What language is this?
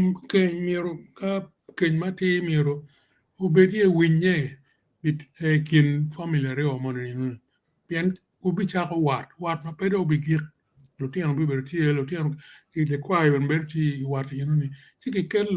Acoli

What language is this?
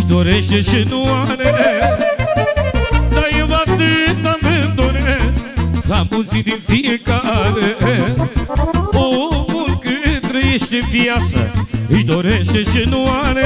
Romanian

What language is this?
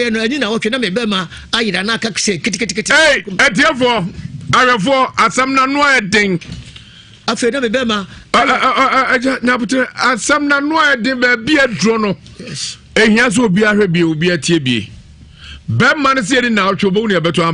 Akan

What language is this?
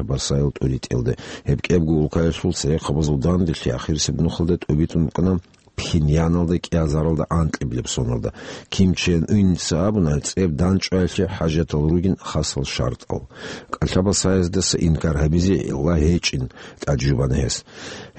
Avaric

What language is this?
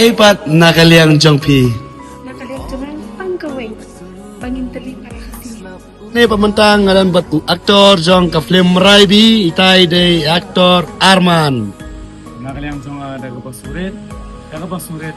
Khasi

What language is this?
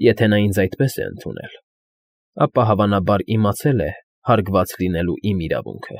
Armenian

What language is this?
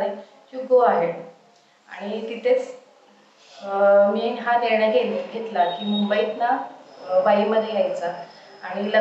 Marathi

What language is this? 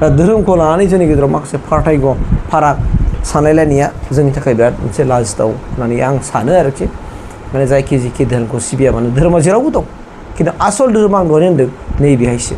Bodo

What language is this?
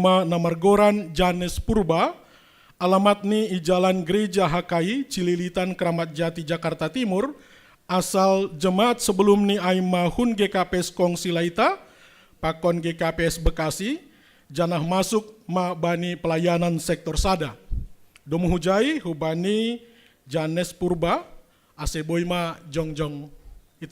Batak Simalungun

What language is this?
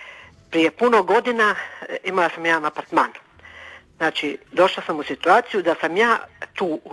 Croatian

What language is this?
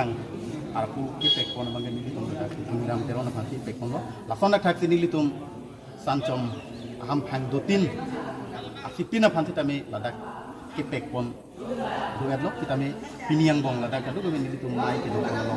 Karbi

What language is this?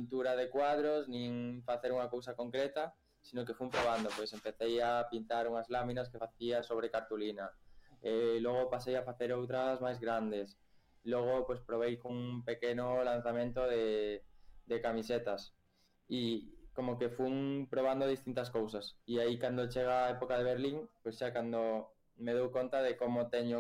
Galician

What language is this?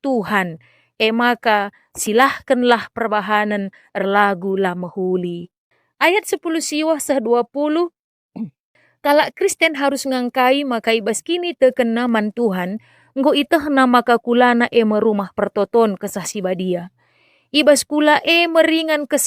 Batak Karo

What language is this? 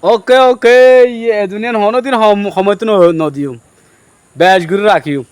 Rohingya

